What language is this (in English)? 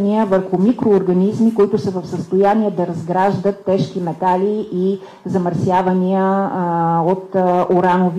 Bulgarian